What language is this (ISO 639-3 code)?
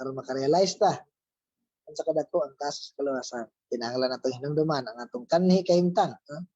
ceb